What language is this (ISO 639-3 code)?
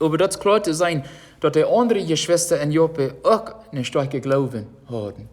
pdt